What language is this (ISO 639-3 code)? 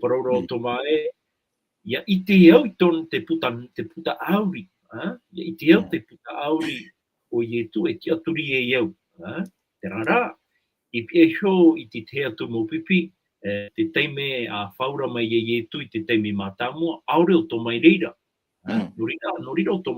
tah